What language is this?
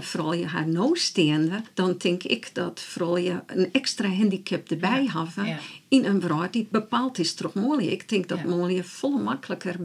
Western Frisian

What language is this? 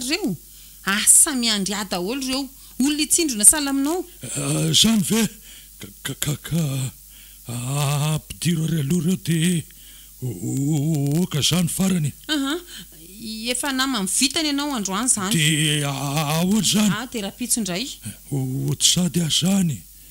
Malagasy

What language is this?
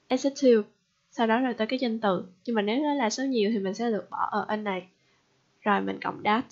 Vietnamese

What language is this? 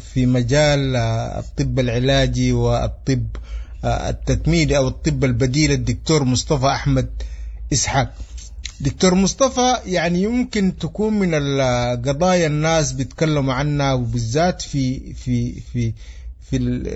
Sudanese Arabic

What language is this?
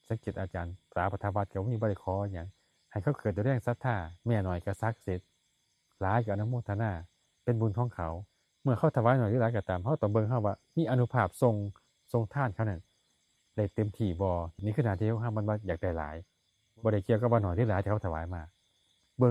Lao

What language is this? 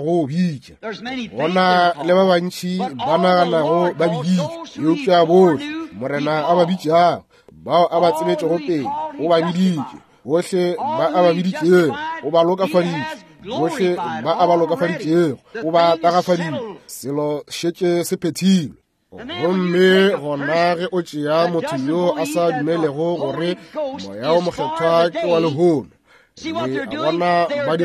Northern Sotho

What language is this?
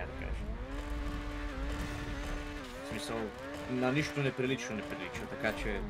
Bulgarian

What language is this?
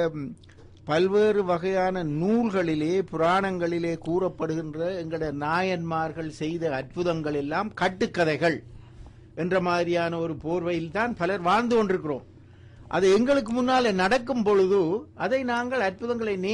Tamil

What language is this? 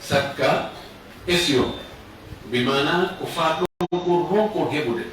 Fula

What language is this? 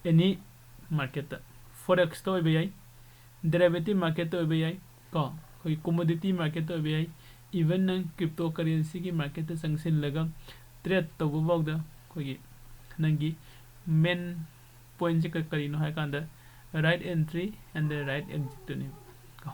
Manipuri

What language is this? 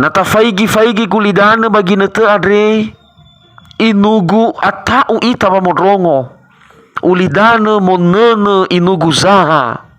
Nias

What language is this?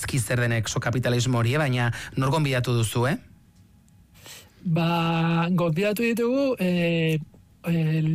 Basque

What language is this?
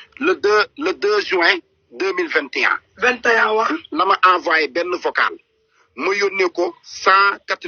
Wolof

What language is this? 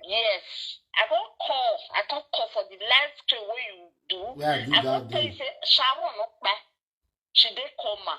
Nigerian Pidgin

